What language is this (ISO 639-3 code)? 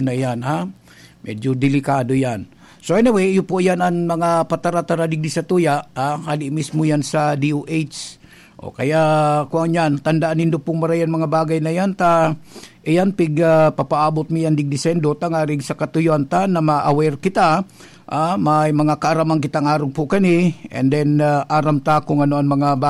bik